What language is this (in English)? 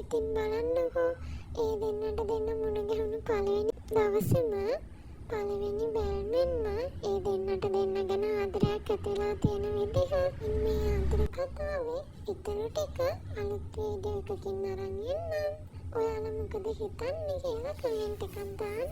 Sinhala